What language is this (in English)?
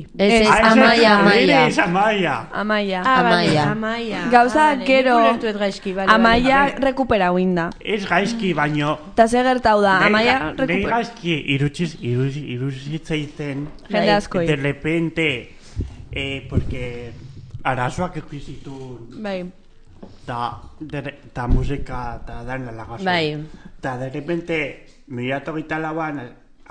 Basque